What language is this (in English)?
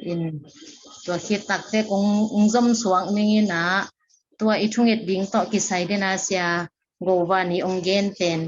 Tedim Chin